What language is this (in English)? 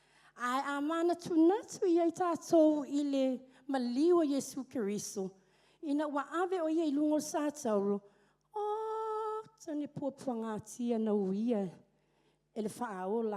Samoan